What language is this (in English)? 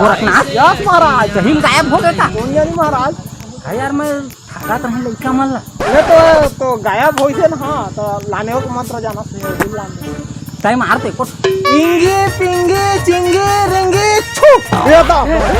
Chhattisgarhi